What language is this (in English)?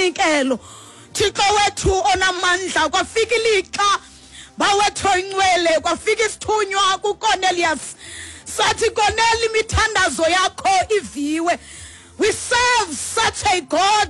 Xhosa